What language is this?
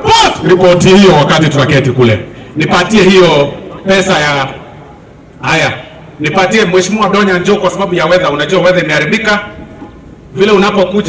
Gusii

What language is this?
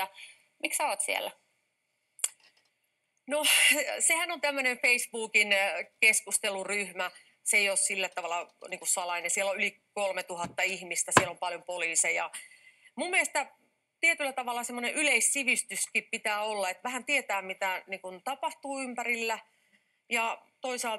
Finnish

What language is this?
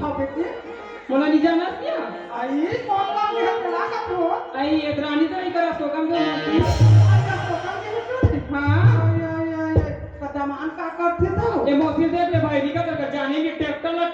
Chhattisgarhi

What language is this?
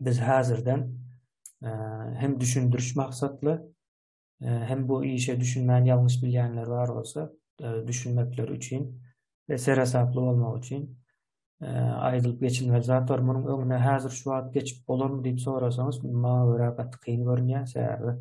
Turkmen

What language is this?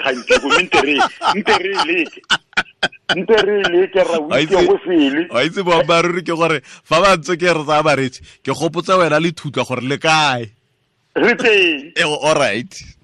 Tswana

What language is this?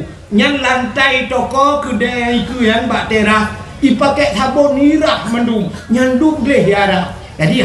Achinese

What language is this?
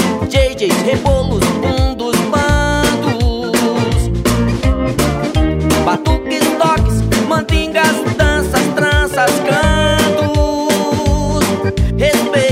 Portuguese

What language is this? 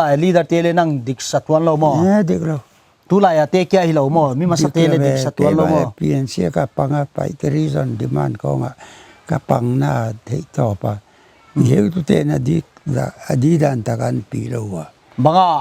Paite Chin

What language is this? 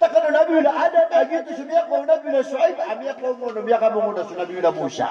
Maranao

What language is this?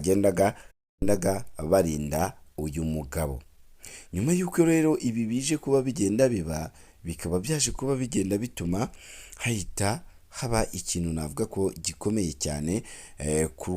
Kinyarwanda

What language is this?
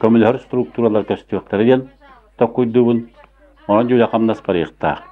Yakut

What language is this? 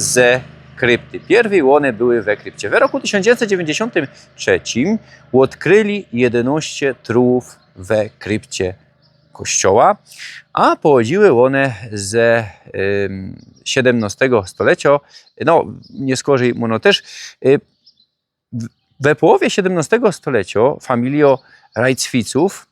Silesian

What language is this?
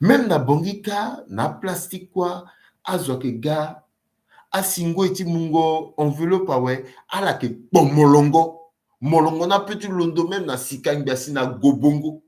Sango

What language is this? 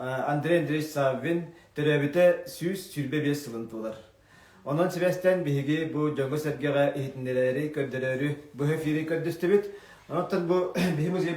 Yakut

